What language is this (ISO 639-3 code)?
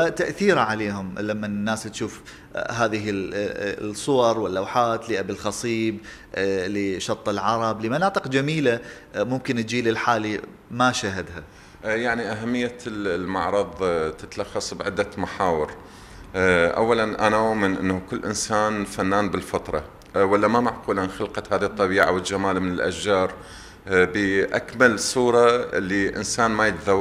acm